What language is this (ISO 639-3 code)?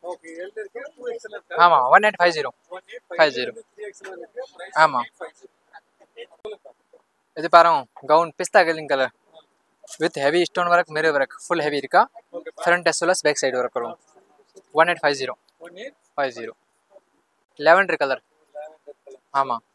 tam